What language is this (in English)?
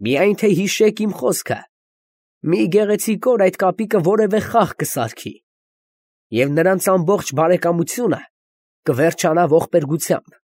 Armenian